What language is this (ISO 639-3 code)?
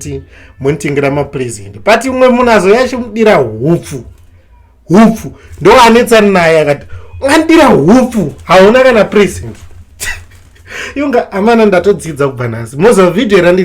sna